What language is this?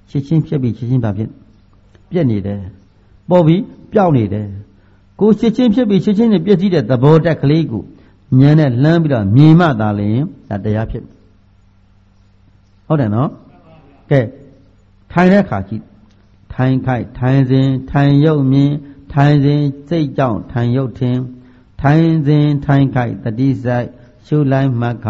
Burmese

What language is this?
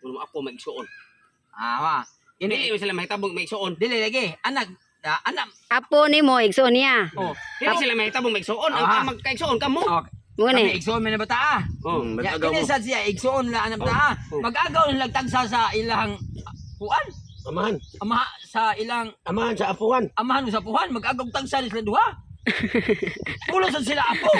Cebuano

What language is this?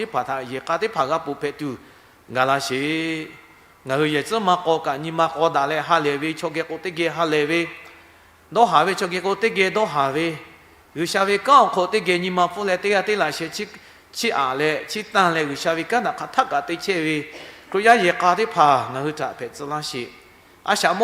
Lahu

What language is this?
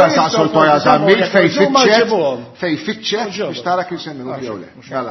Maltese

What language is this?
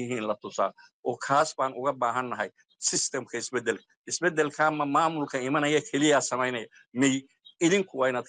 Somali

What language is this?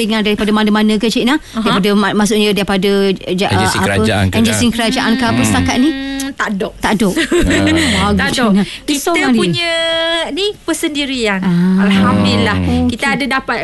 Malay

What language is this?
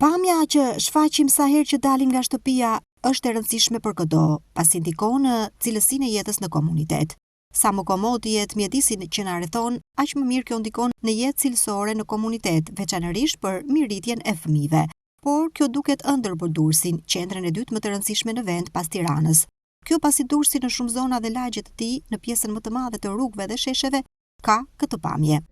Albanian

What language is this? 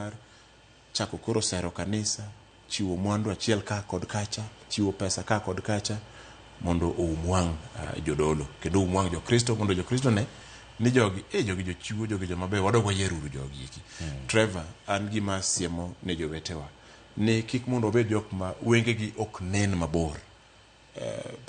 Luo (Kenya and Tanzania)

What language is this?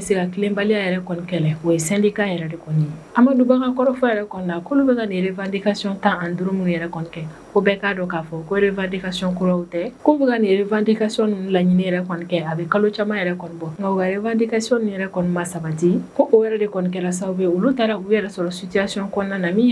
Bambara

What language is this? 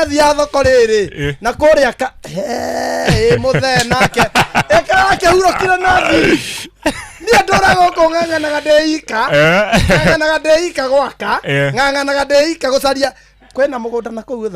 Kikuyu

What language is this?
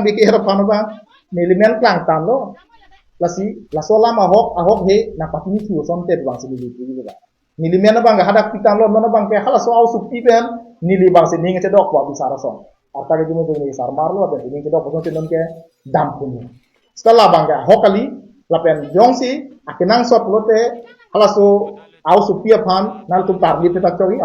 Karbi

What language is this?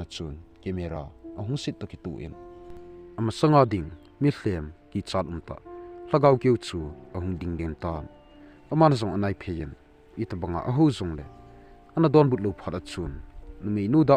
Thado Chin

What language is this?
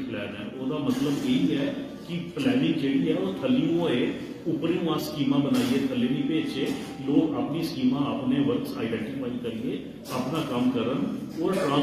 Dogri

